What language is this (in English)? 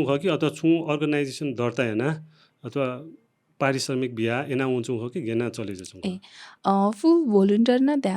Newari